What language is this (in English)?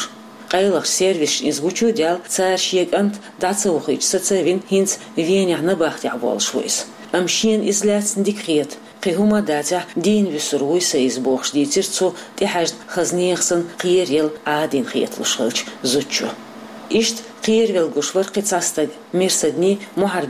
Chechen